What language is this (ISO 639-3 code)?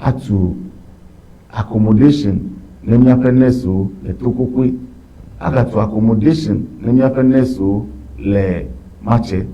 ewe